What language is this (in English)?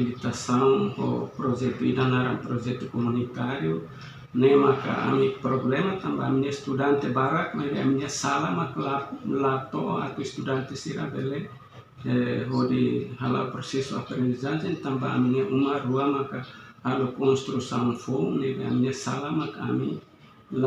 Tetum